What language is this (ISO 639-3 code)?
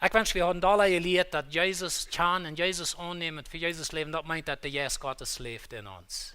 pdt